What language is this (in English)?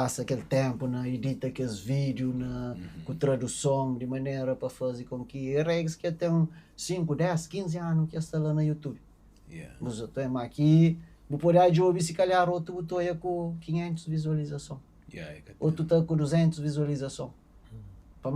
Kabuverdianu